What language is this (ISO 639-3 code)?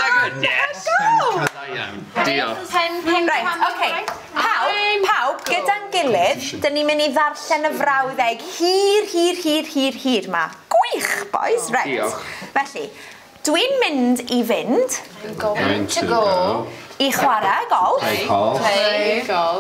cym